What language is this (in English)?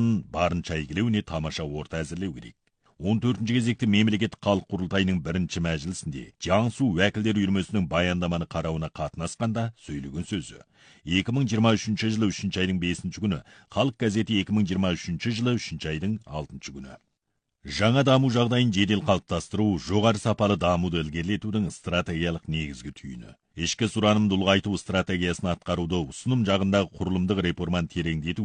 Kazakh